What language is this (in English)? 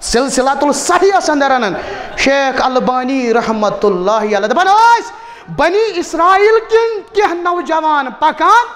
Kashmiri